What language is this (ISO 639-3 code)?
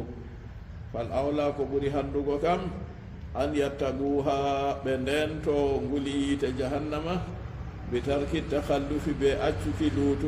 ful